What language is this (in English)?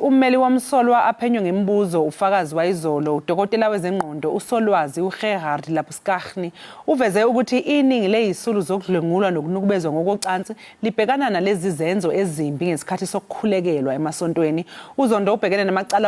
Zulu